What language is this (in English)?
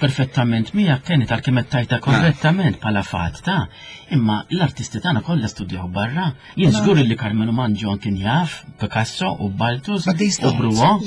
Maltese